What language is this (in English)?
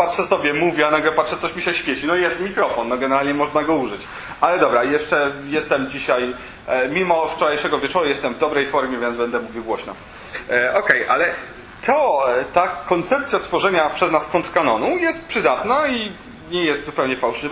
Polish